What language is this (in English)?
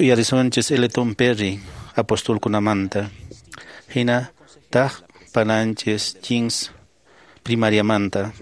Quechua